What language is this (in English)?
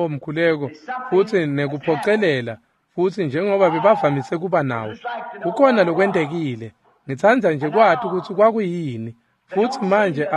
Swati